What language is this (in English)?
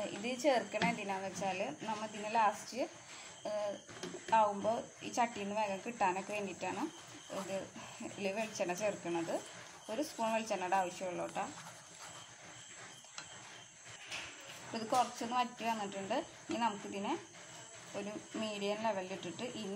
Malayalam